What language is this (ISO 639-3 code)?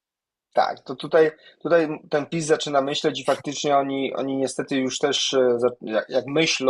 pol